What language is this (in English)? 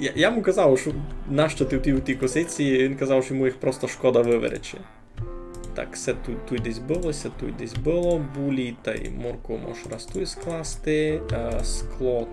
Rusyn